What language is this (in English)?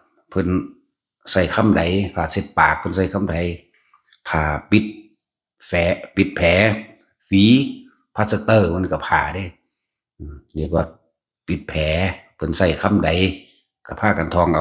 Northeastern Thai